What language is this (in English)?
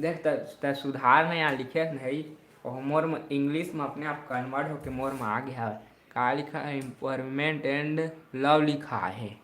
Chhattisgarhi